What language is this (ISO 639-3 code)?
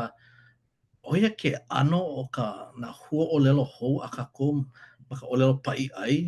haw